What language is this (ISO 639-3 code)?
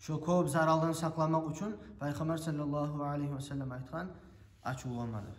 kum